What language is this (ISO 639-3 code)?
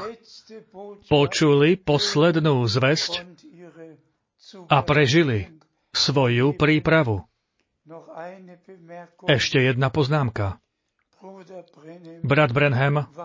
slk